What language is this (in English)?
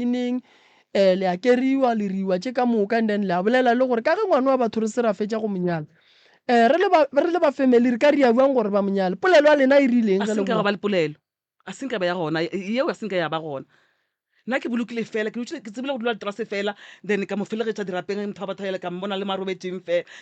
Northern Sotho